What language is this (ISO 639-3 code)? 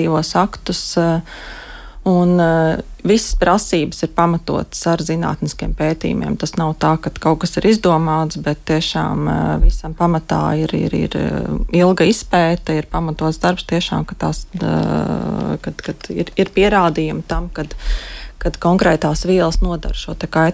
lav